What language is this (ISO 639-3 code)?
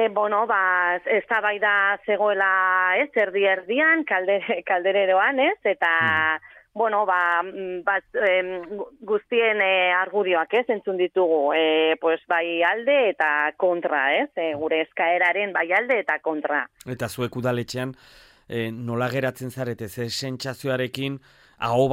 eus